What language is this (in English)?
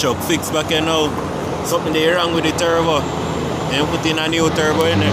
Jamaican Creole English